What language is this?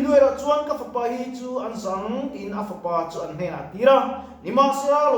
Mizo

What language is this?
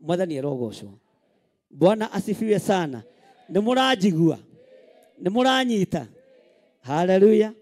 Kikuyu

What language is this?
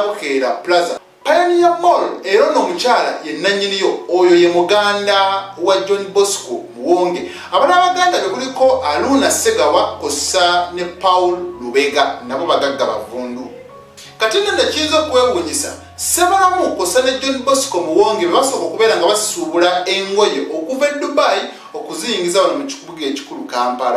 Ganda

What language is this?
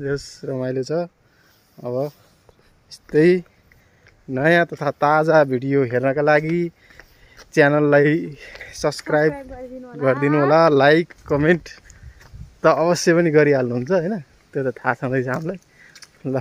Nepali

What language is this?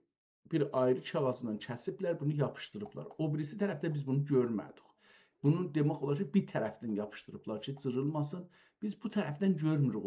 South Azerbaijani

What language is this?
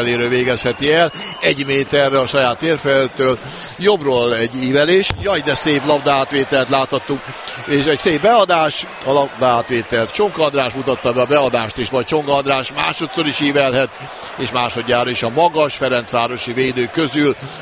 Hungarian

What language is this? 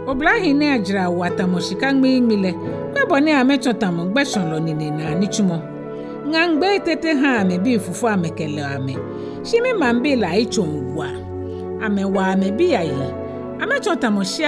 Ga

